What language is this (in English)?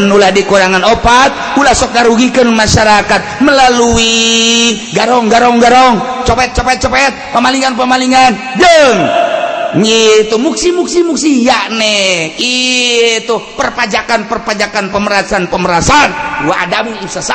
Sundanese